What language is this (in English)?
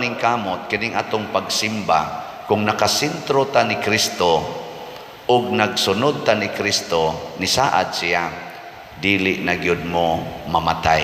Cebuano